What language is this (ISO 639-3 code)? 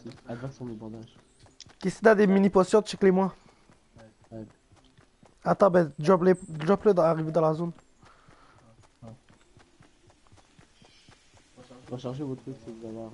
fra